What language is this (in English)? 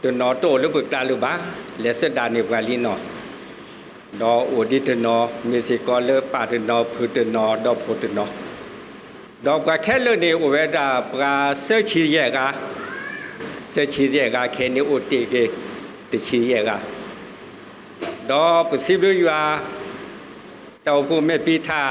S'gaw Karen